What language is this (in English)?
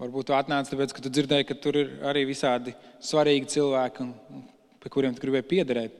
Latvian